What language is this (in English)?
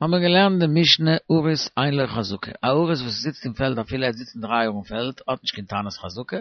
Yiddish